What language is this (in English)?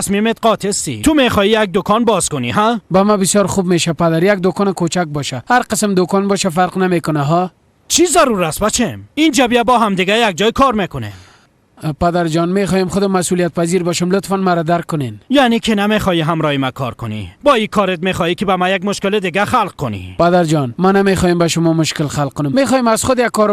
Persian